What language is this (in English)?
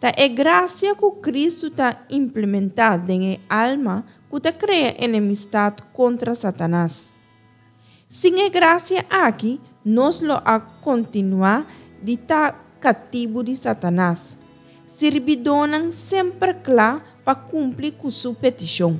Papiamento